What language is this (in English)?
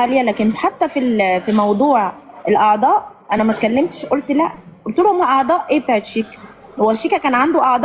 Egyptian Arabic